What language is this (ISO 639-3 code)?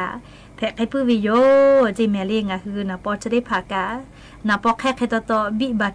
lhu